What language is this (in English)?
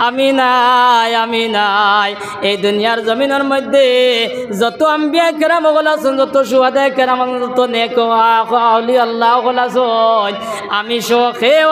Sylheti